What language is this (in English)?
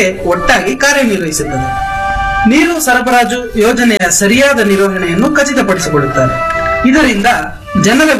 Kannada